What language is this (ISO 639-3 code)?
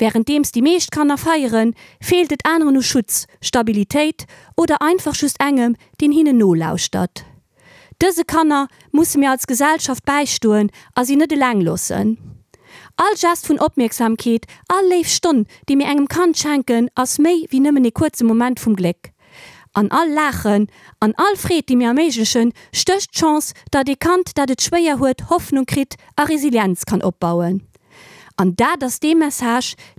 ltz